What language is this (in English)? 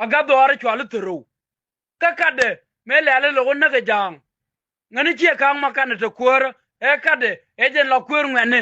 Nuer